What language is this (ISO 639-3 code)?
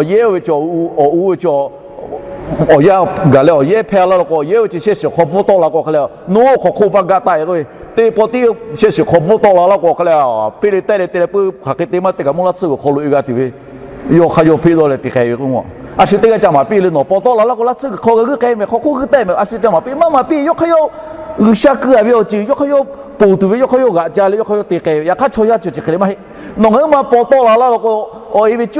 lhu